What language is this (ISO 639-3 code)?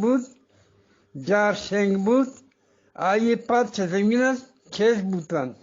bgp